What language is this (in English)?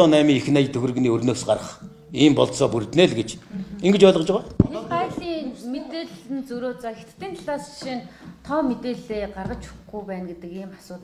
Mongolian